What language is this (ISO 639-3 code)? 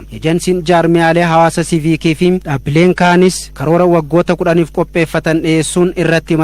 orm